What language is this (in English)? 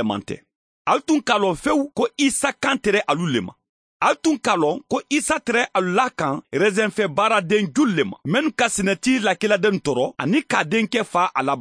Mandingo